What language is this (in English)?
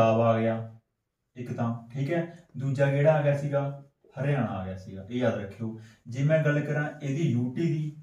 Punjabi